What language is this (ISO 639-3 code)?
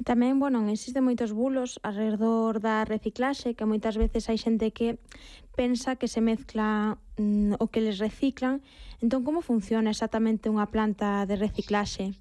glg